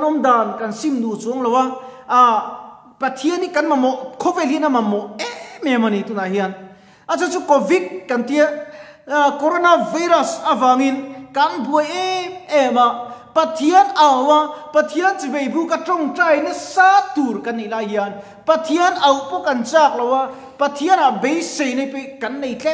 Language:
Mizo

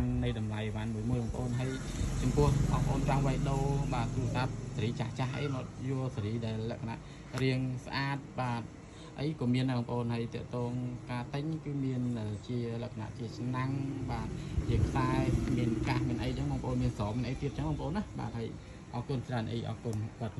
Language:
Khmer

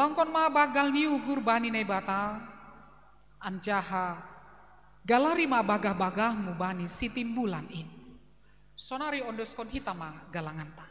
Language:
Batak Simalungun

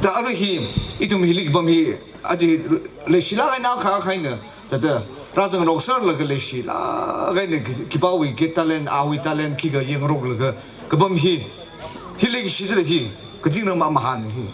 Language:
Tangkhul Naga (India)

